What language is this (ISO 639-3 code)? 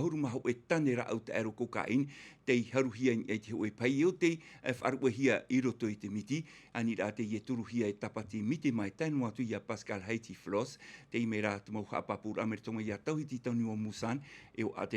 tah